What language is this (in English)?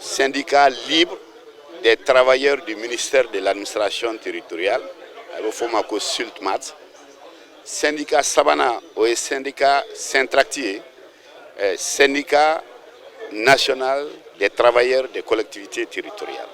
Bambara